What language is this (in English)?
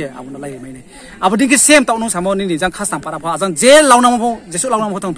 Riang (India)